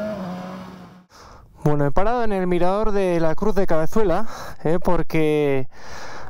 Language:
Spanish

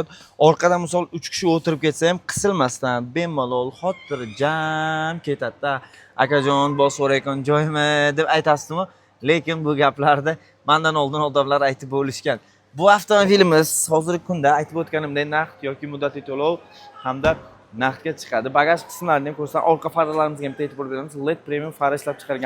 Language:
Uzbek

